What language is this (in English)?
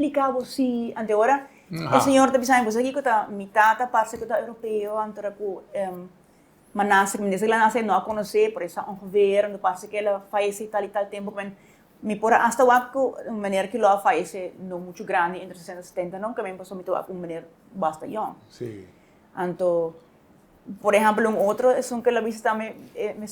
Papiamento